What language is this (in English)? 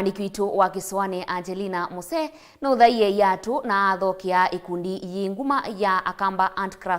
Kamba